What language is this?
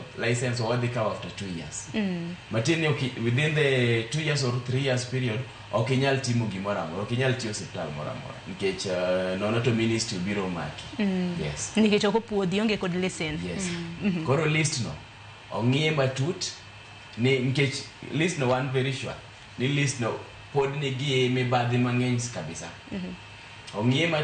Luo (Kenya and Tanzania)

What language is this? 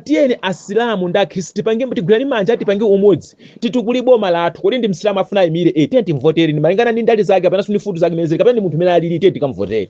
Nyanja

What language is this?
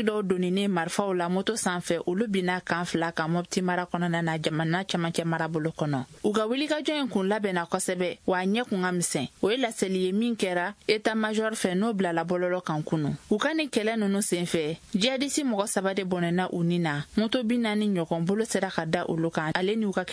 Bambara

